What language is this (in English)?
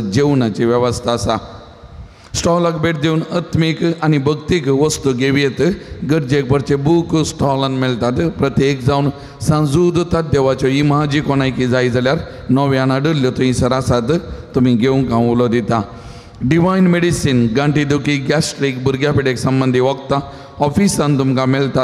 Konkani